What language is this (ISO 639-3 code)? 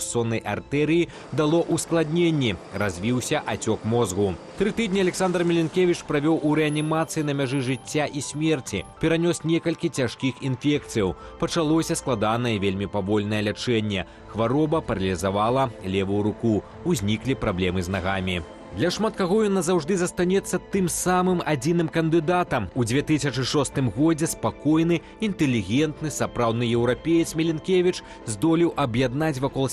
bel